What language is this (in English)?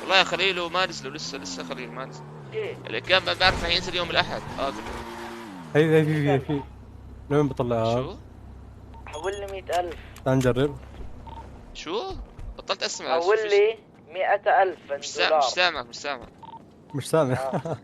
North Levantine Arabic